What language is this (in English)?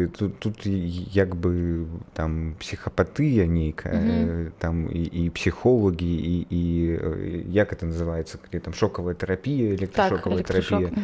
Belarusian